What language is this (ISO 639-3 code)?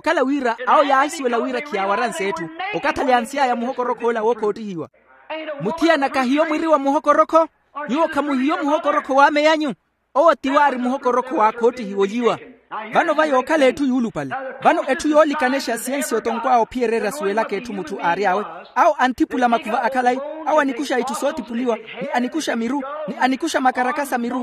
vmw